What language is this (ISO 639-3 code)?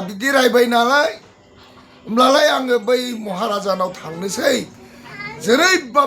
brx